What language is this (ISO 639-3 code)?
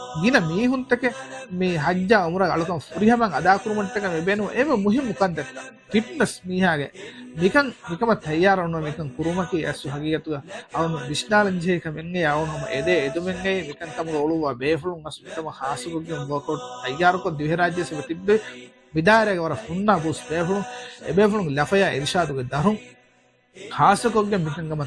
div